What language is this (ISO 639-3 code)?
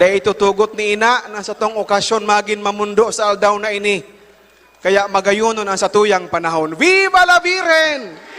bik